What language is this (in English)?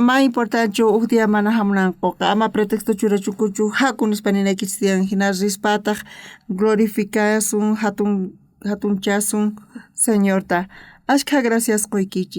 South Bolivian Quechua